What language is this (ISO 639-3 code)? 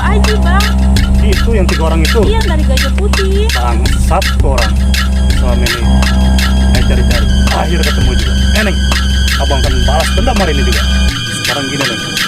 bew